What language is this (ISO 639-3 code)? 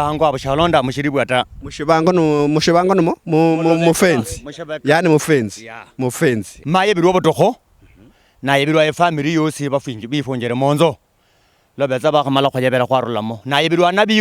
luy